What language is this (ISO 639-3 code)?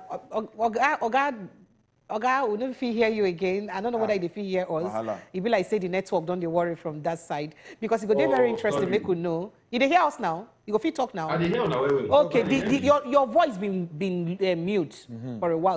pcm